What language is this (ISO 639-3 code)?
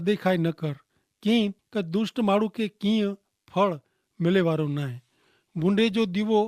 kfr